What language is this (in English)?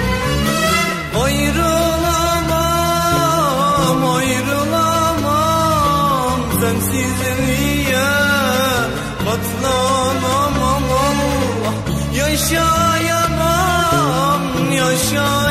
Turkish